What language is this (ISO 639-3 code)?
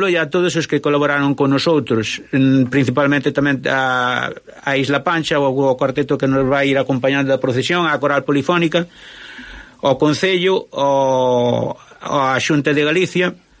glg